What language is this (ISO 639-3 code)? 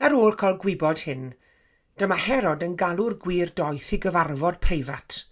cym